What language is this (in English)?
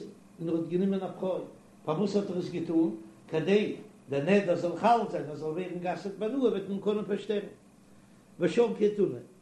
Yiddish